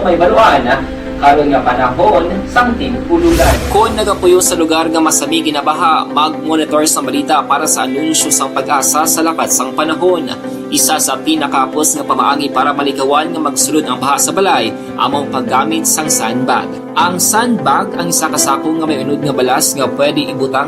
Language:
Hiligaynon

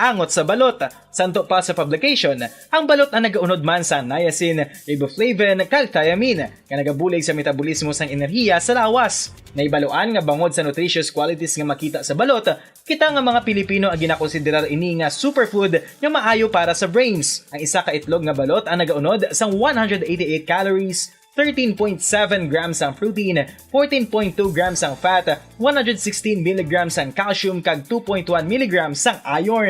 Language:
Hiligaynon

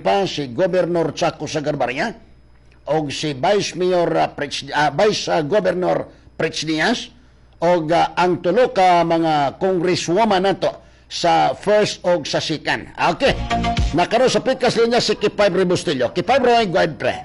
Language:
Cebuano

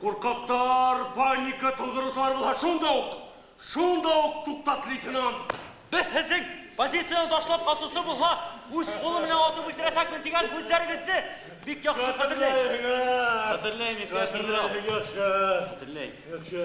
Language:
Bashkir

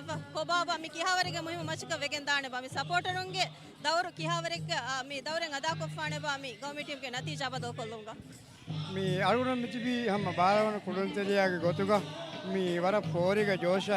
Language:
Divehi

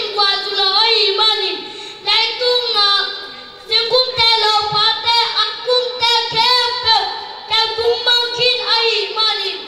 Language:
Tedim Chin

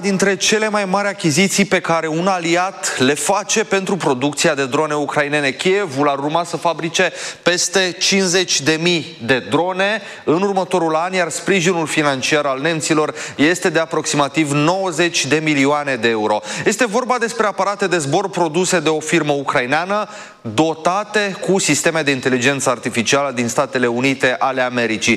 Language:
Romanian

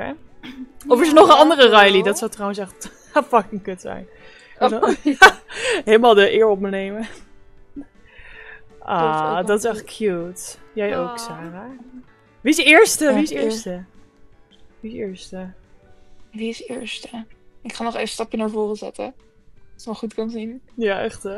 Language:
Dutch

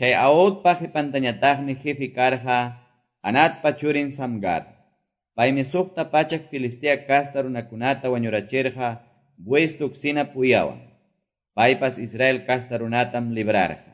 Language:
Quechua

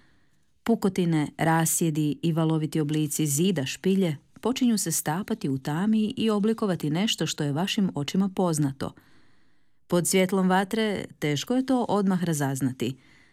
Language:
Croatian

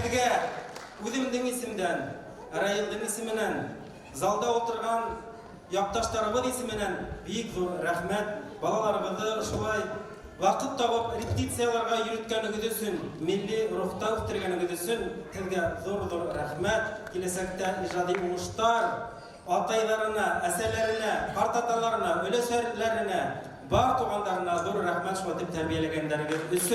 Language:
Bashkir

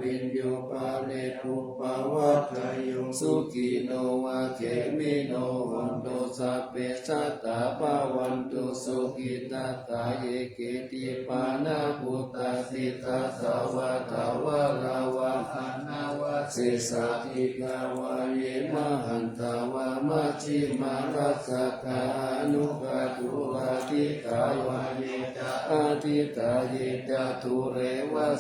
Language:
Pali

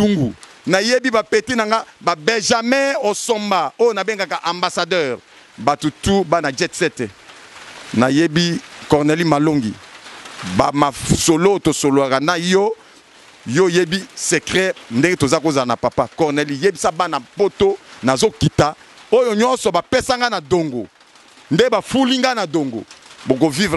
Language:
Lingala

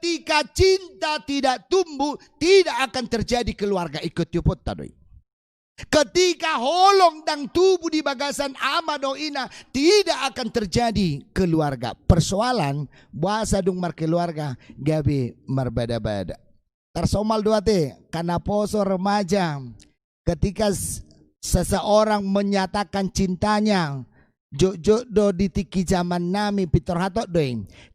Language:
Batak Toba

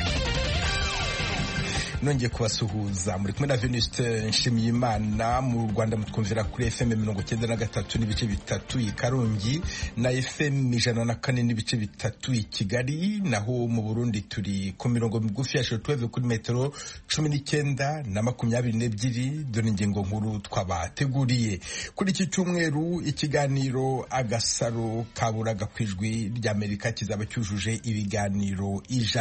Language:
Kinyarwanda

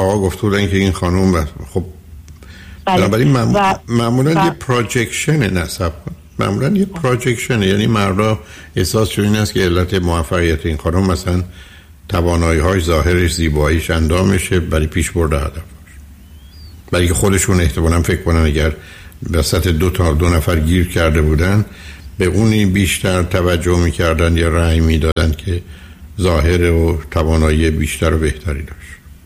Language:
Persian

